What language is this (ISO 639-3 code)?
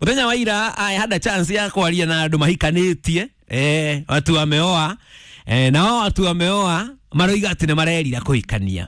kik